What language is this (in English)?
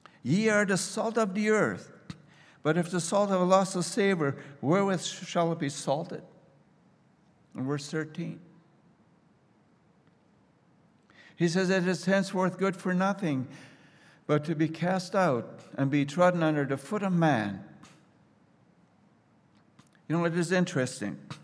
English